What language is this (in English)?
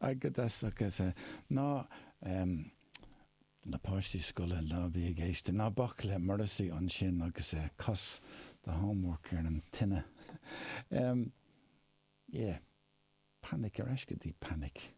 Irish